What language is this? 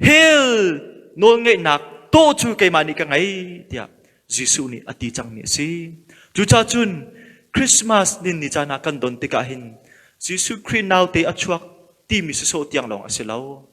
Hakha Chin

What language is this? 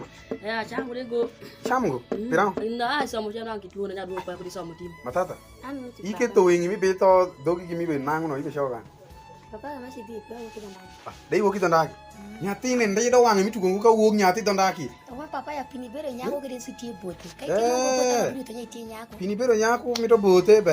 Alur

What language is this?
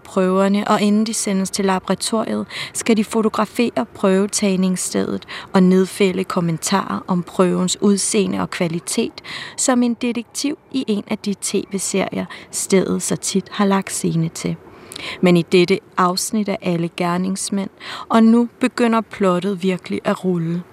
Danish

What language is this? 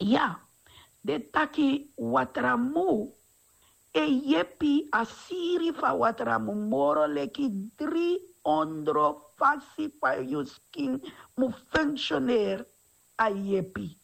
Sranan Tongo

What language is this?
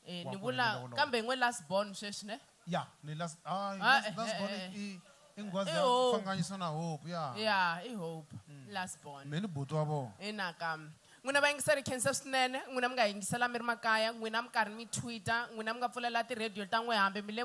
Tsonga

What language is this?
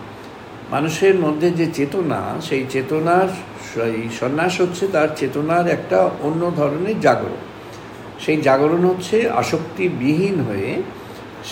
Bangla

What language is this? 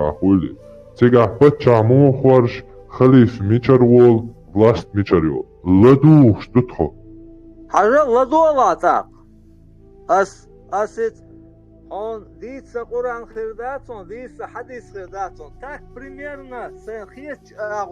Chechen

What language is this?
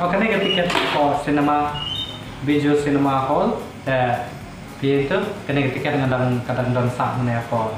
Khasi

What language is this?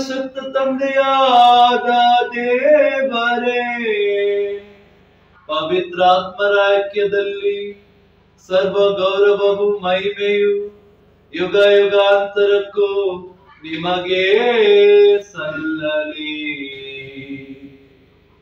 Kannada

